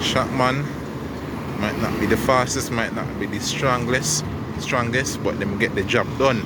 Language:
Jamaican Creole English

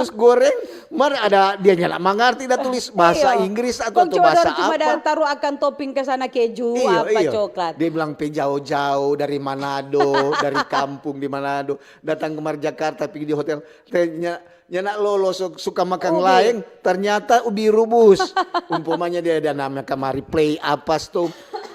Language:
Manado Malay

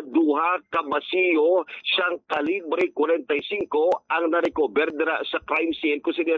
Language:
Hiligaynon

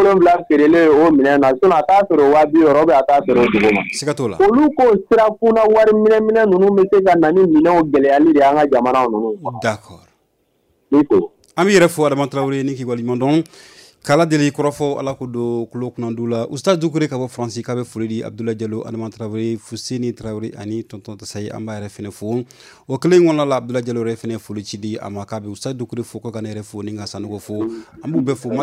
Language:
Bambara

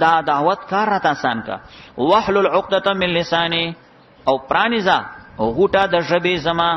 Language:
Pashto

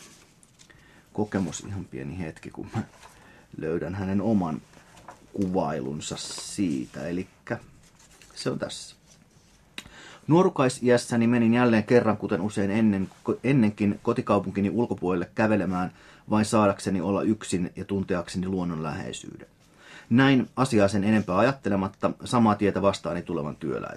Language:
Finnish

